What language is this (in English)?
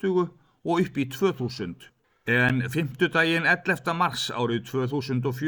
Icelandic